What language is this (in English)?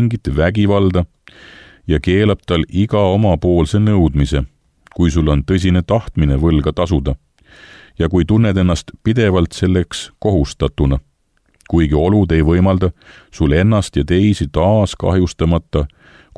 Estonian